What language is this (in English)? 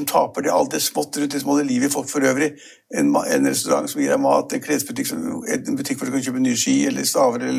Norwegian